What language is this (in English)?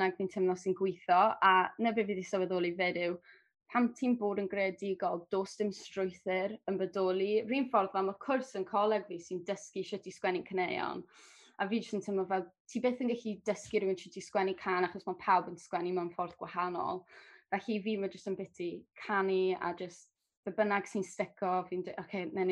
Welsh